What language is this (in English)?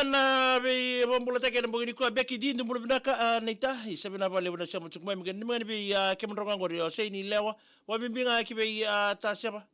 Fijian